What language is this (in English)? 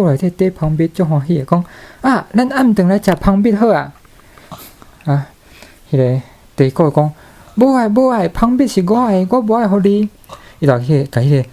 Min Nan Chinese